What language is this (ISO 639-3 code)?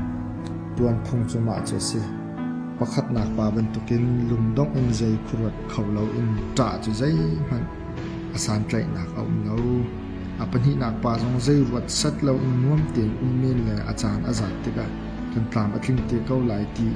cnh